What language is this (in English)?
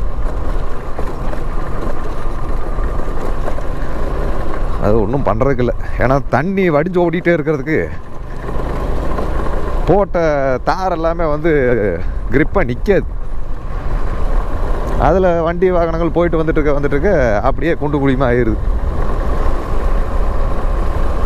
Tamil